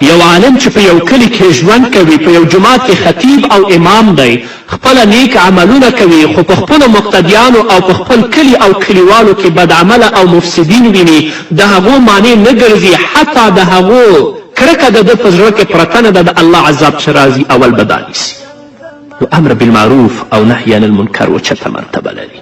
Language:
Pashto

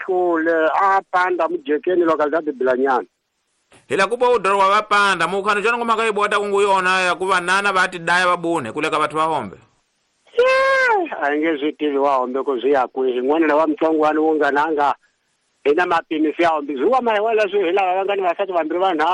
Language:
Tsonga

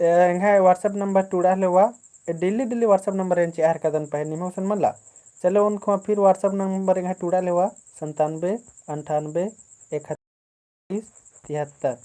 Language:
Kurukh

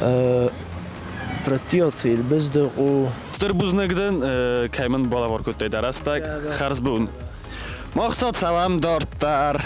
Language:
Ossetic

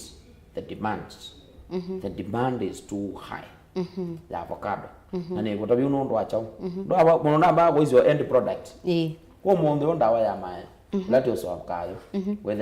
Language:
Kamba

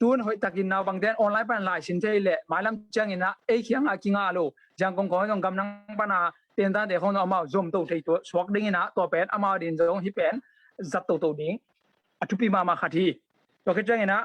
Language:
Tedim Chin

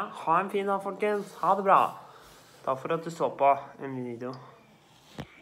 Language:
Norwegian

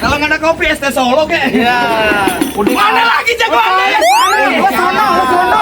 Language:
Betawi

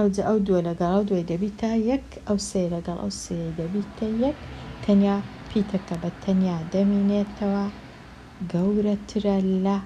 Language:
Central Kurdish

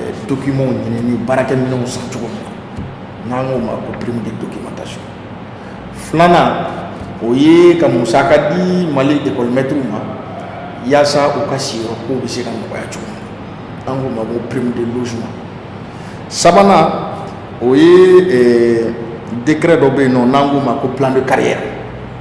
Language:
Bambara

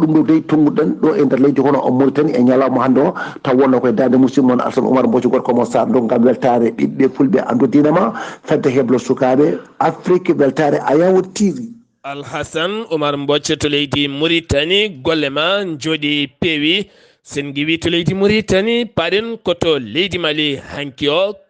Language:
Fula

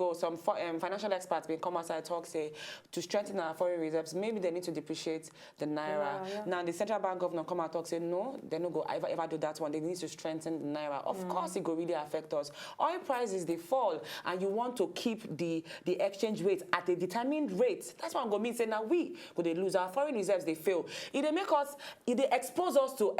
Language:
Nigerian Pidgin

